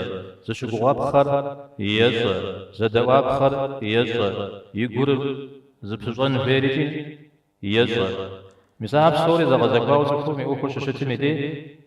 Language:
Kabardian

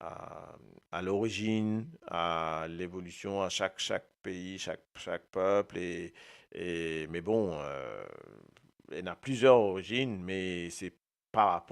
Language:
Morisyen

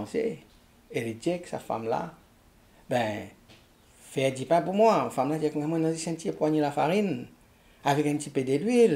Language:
Morisyen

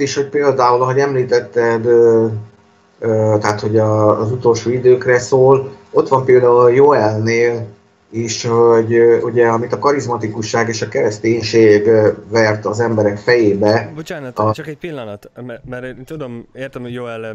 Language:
Hungarian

